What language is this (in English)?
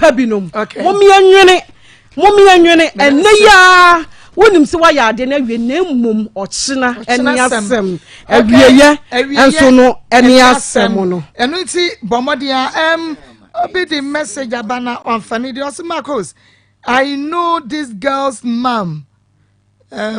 Akan